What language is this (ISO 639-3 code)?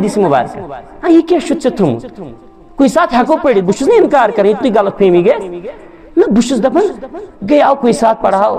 kas